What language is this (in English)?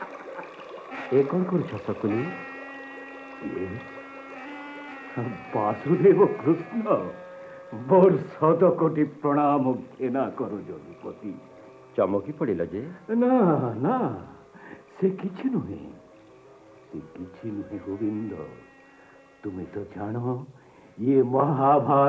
Odia